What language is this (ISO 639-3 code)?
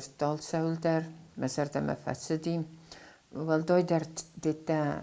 oss